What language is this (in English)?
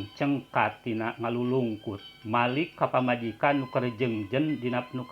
Sundanese